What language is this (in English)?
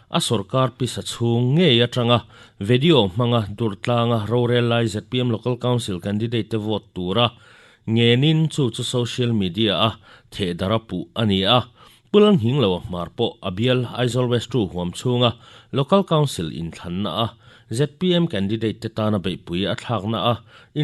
Mizo